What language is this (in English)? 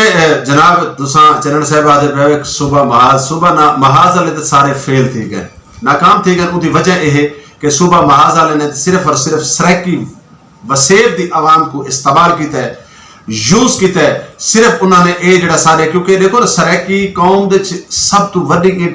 Saraiki